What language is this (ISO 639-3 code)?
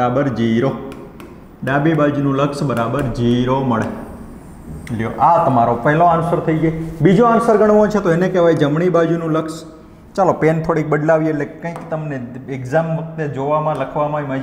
guj